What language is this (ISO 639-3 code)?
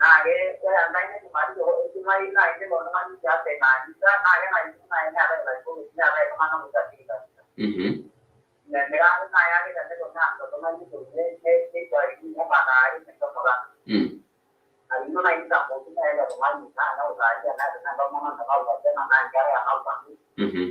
mas